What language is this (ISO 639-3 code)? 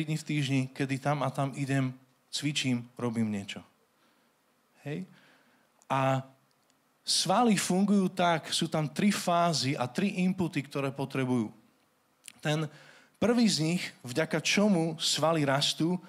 slk